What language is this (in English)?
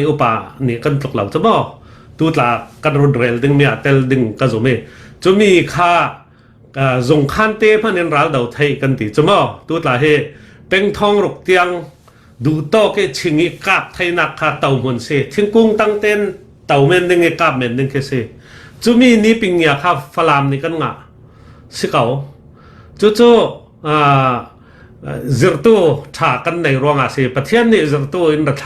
Falam Chin